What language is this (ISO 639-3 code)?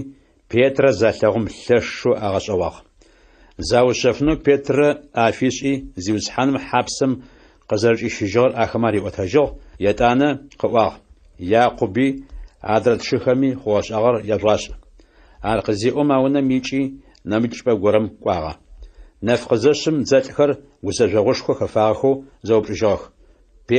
ady